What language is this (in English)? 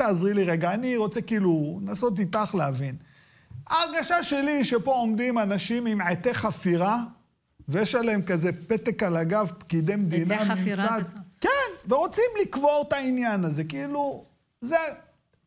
Hebrew